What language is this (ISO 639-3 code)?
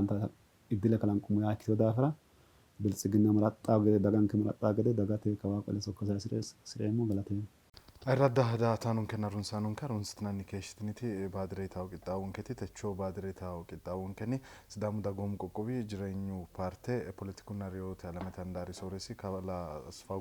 sid